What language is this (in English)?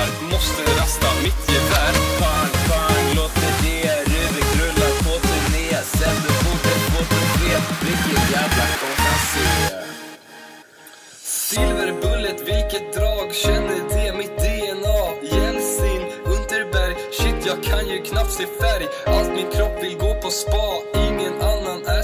Swedish